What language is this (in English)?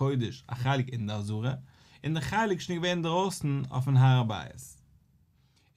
Yiddish